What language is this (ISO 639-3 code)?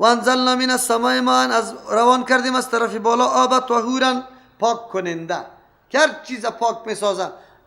fas